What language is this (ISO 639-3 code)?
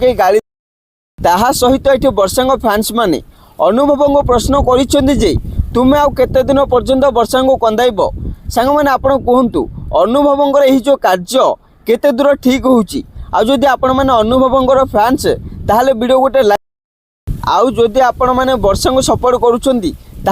ori